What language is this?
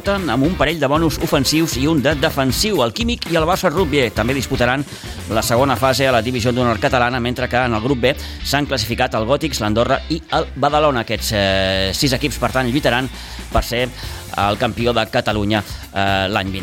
Catalan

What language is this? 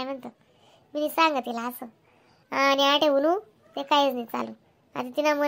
Khandesi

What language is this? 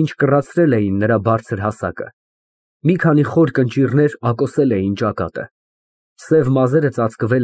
Armenian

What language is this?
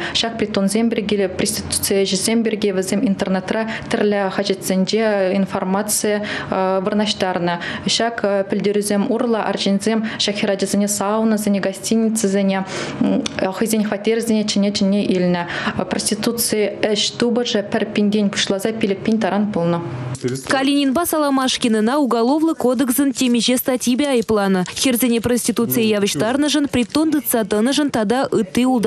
Chuvash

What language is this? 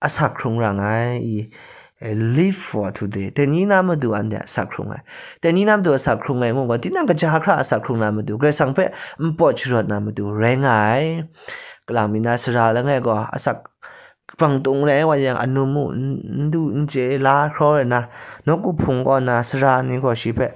Kachin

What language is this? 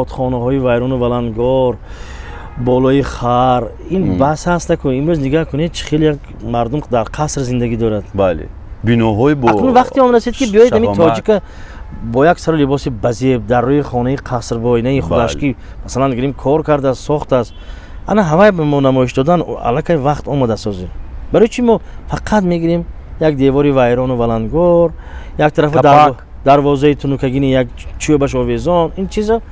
Tajik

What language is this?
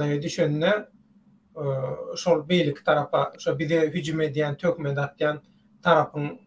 Turkmen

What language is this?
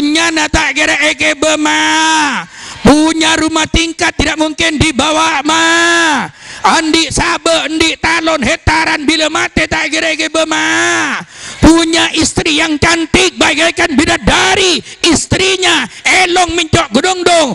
Madurese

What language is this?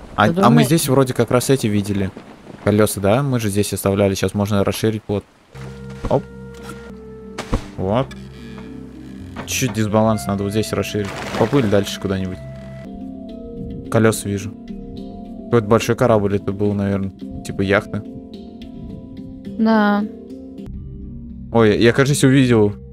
Russian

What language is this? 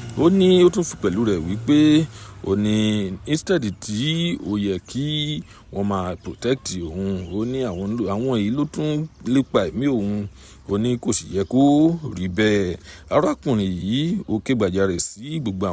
Yoruba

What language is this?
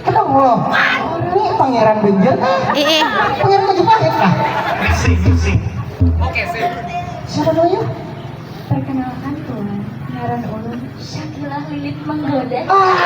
Banjar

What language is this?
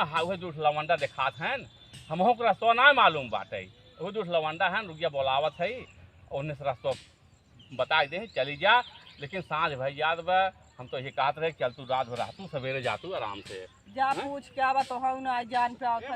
Awadhi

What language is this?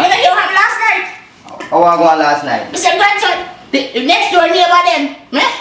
Jamaican Creole English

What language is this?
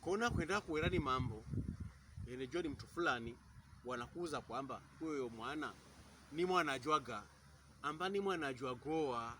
Pokomo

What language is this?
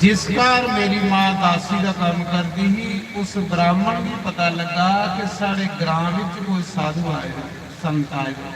Dogri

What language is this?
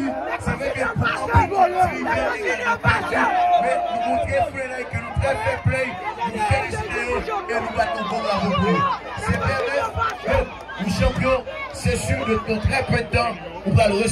Haitian Creole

